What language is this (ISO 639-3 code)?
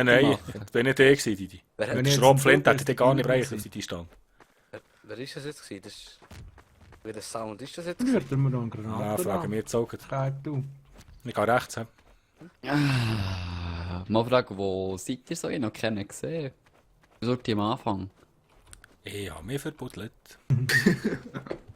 gsw